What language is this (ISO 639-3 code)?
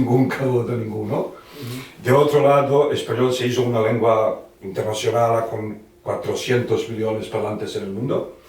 lad